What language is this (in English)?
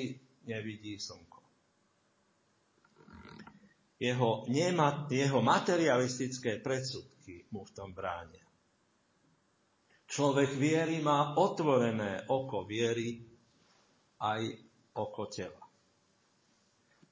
Slovak